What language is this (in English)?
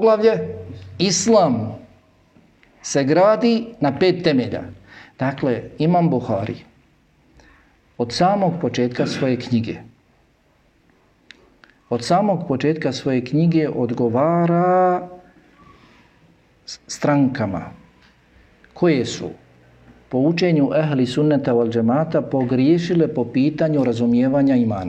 Bosnian